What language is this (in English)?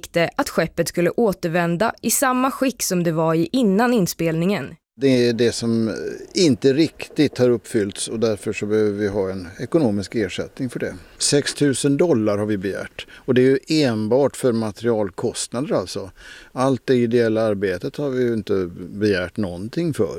Swedish